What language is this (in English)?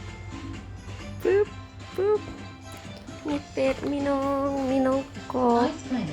Lao